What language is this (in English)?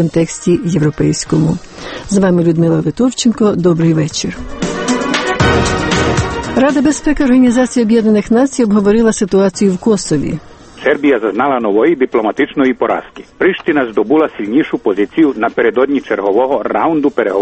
Ukrainian